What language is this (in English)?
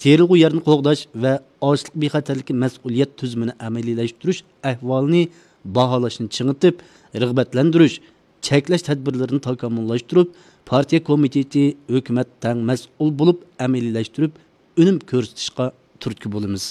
Uyghur